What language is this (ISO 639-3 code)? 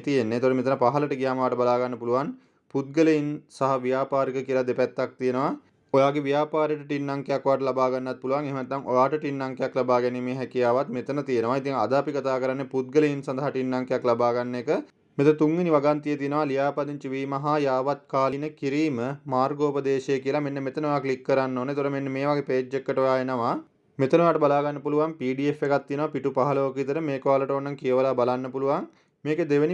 sin